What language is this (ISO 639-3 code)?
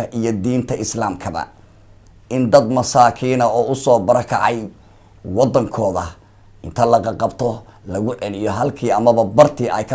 som